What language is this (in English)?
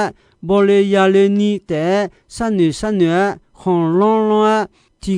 Akha